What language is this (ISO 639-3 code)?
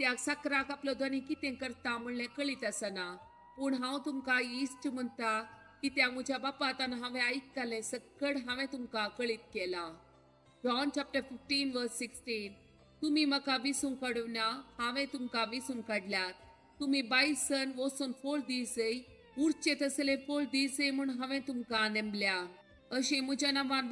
kok